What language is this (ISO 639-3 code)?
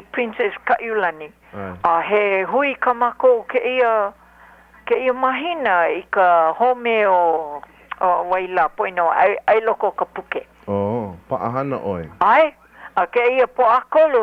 haw